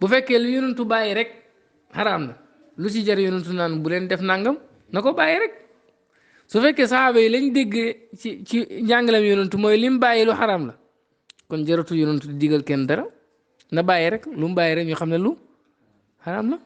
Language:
Wolof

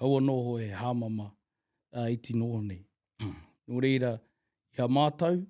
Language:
Māori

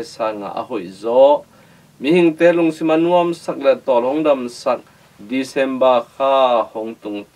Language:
Tedim Chin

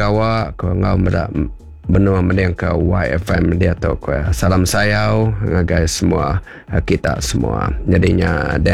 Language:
Iban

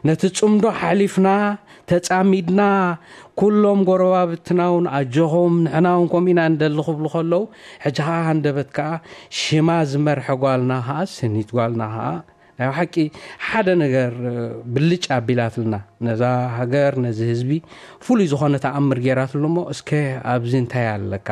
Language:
Tigrinya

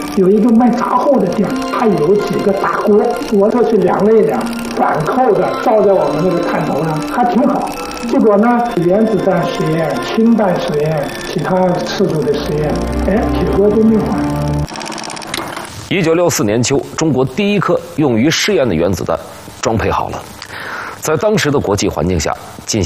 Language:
Chinese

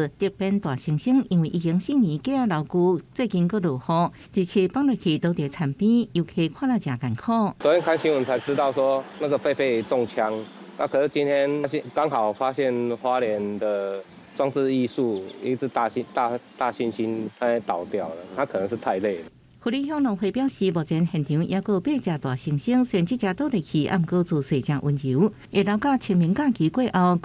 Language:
Min Nan Chinese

